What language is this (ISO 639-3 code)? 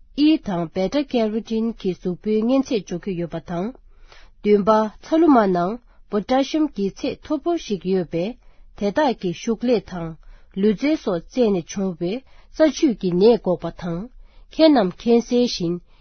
bod